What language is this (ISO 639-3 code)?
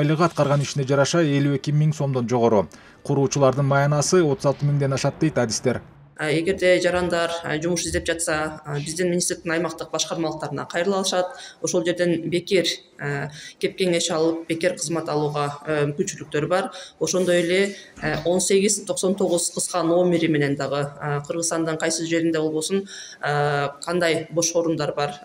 kir